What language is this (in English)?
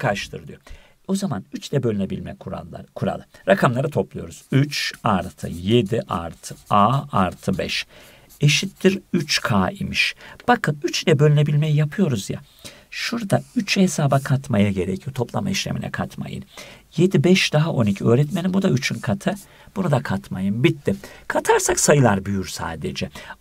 Turkish